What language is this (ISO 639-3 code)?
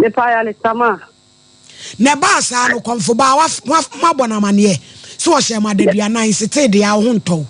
aka